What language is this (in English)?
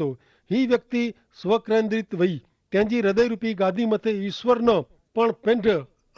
Kachhi